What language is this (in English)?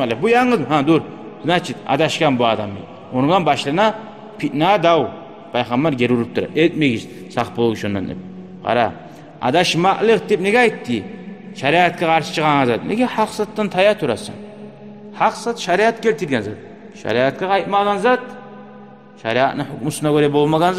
Kumyk